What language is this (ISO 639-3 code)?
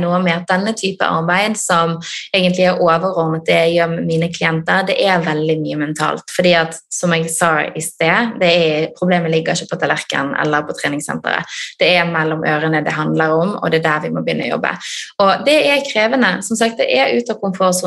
nor